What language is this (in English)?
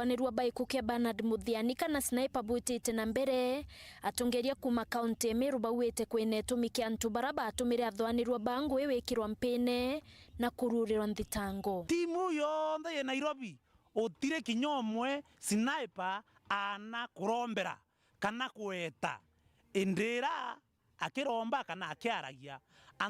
Meru